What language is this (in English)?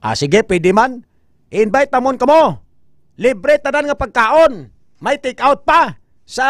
Hiligaynon